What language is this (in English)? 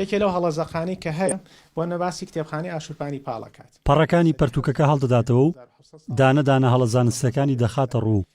Central Kurdish